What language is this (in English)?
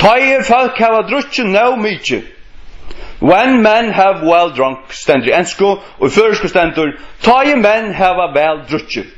Faroese